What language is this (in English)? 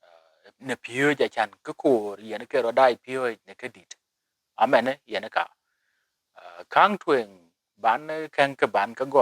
Dinka